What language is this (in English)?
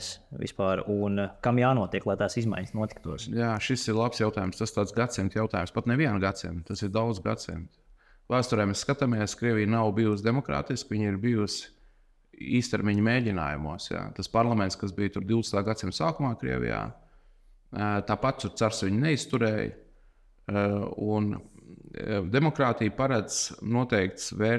Latvian